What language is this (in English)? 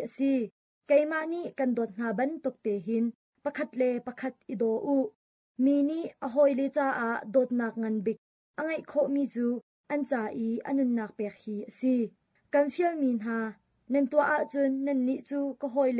Hakha Chin